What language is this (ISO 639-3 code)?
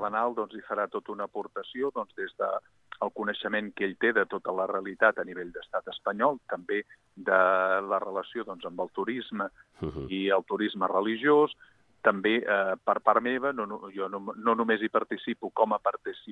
cat